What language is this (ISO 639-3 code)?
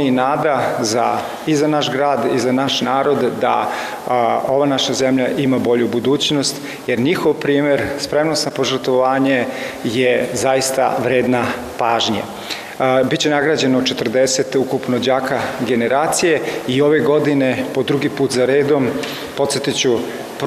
srp